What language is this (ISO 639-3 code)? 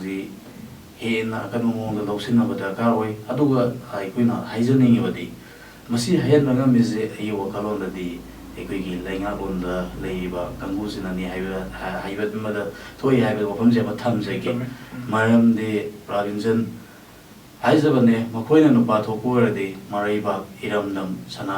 mni